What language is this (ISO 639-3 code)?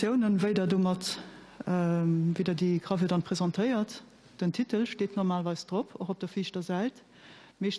ltz